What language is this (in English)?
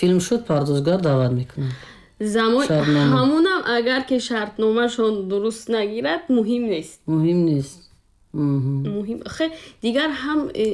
Tajik